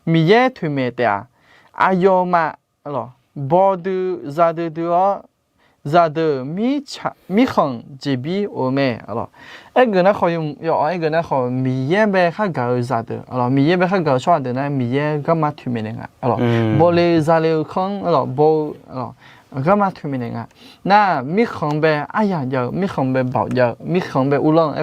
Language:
Akha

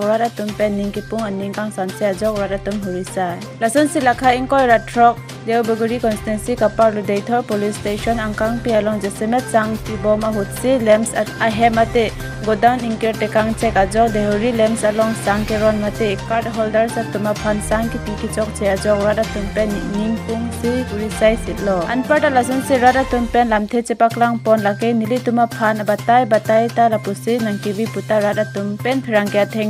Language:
Karbi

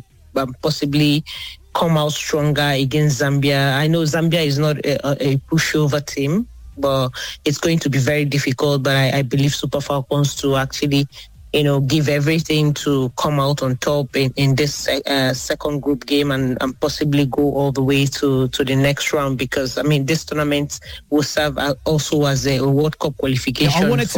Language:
English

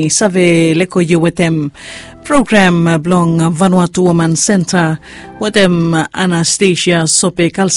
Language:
Bislama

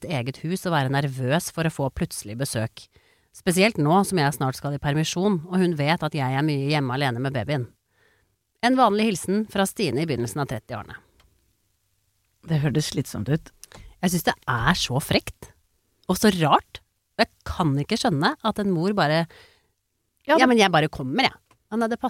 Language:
Norwegian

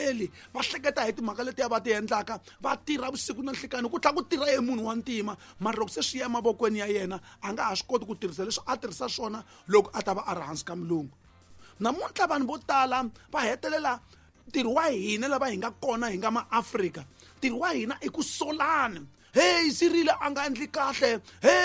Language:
Tsonga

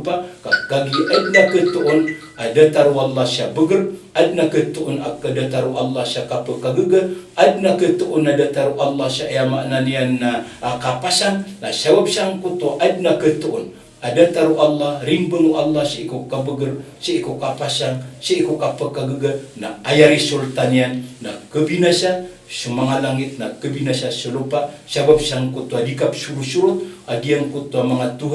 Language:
Maranao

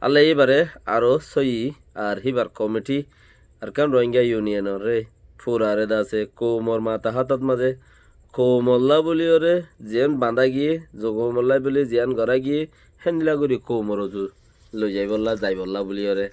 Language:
Rohingya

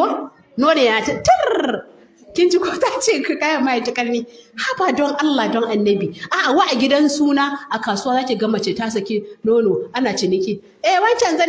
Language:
Hausa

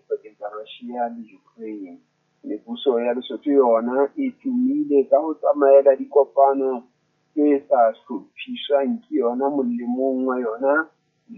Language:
Southern Sotho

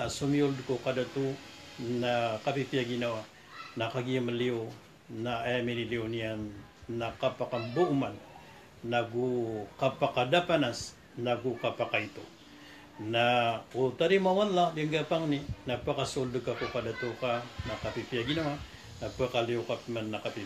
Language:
Maranao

